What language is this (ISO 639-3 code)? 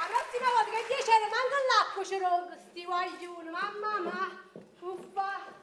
nap